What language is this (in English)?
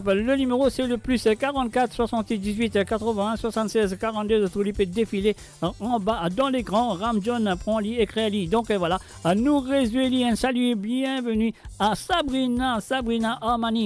Morisyen